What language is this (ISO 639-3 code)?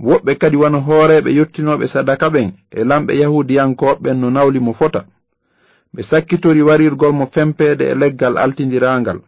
ful